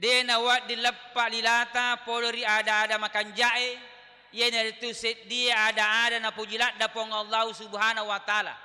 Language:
Buginese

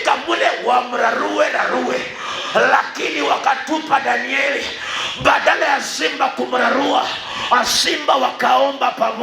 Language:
Swahili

